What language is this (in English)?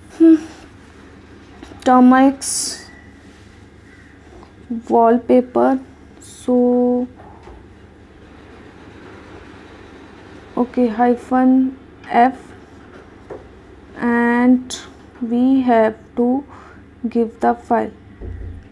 Hindi